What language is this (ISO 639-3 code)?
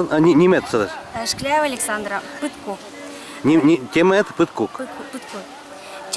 udm